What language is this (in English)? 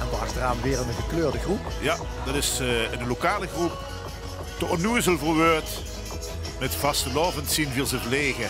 Limburgish